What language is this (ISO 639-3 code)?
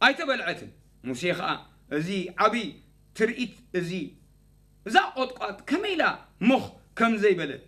tir